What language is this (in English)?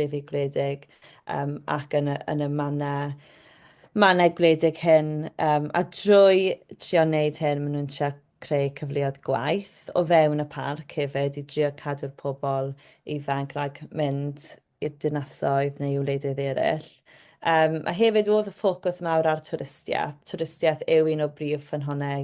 Welsh